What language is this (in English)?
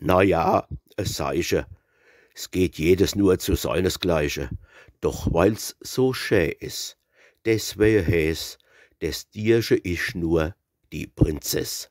Palatine German